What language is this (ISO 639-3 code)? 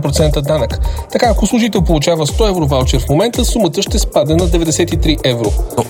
bul